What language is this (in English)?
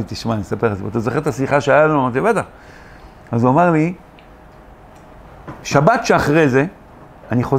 Hebrew